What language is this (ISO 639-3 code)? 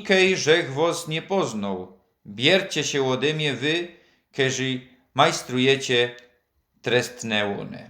szl